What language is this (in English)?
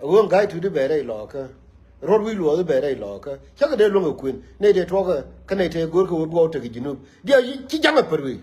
Nuer